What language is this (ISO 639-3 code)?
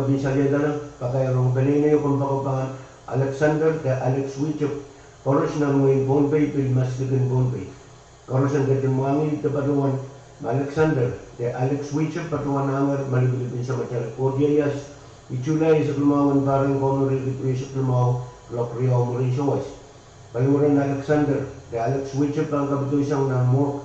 pon